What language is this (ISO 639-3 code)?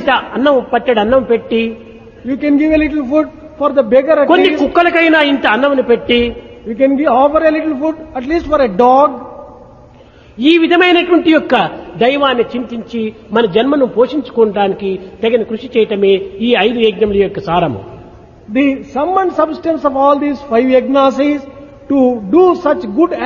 tel